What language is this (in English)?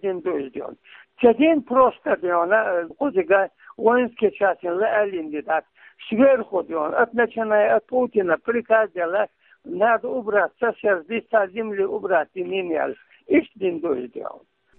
Chechen